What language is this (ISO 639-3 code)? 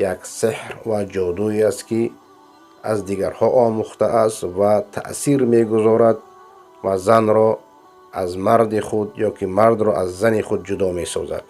fas